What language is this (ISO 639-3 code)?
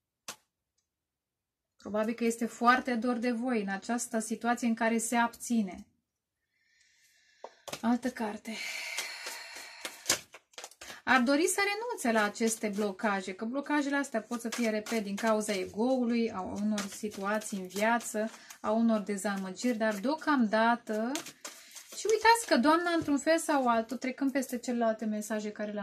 ron